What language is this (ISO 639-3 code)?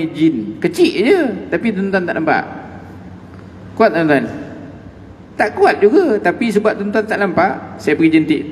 msa